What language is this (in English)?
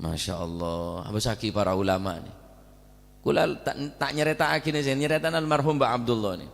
Madurese